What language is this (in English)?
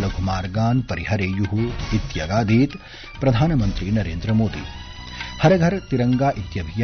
Sanskrit